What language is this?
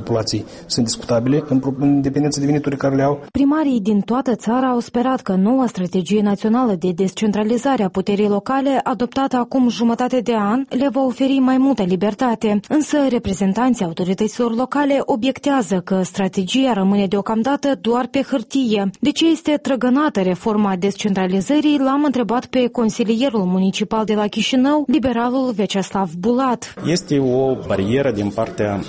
Romanian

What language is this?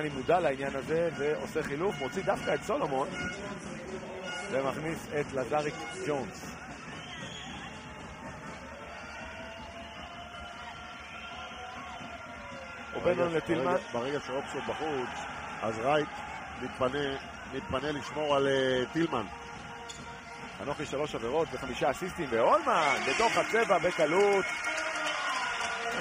Hebrew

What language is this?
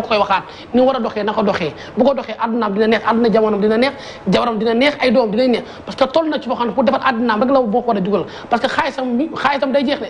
Wolof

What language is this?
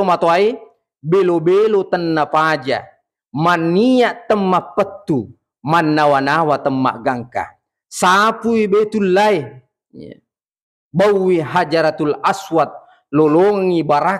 Buginese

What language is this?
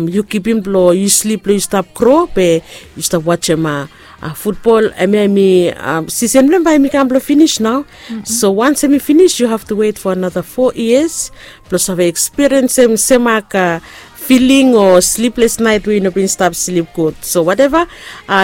Bislama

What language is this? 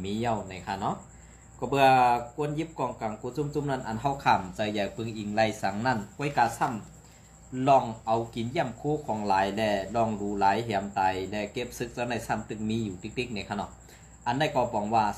Shan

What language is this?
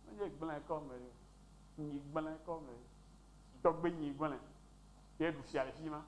Ewe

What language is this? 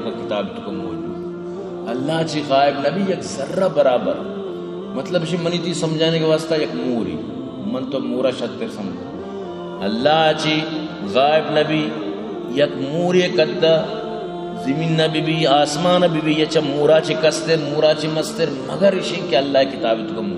Baluchi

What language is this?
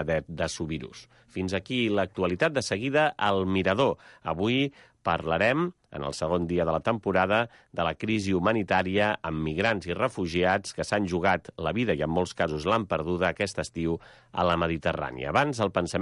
Catalan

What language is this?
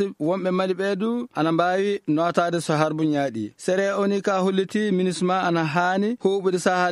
Fula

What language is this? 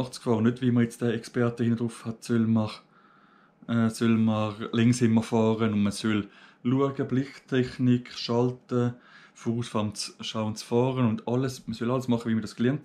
Swiss German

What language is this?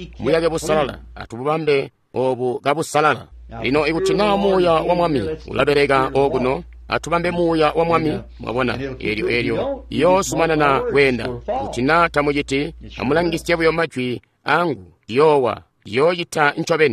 Tonga (Zambia)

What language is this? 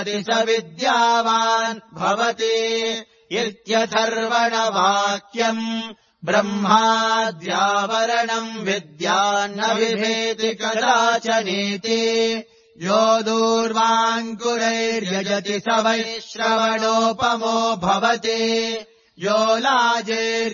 Sanskrit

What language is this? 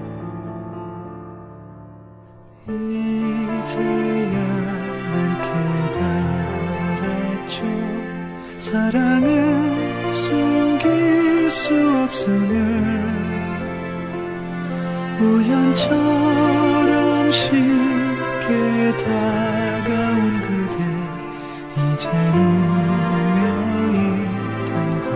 Korean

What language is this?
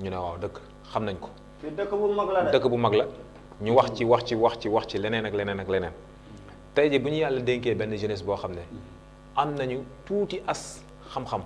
Wolof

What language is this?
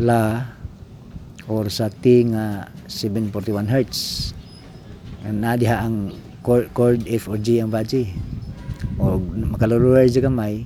Cebuano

